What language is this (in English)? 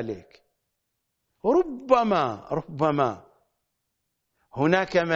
Arabic